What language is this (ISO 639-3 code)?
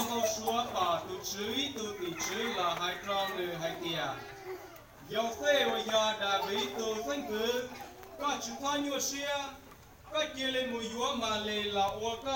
hmn